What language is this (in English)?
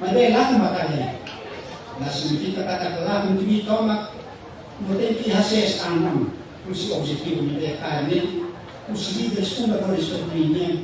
Tetum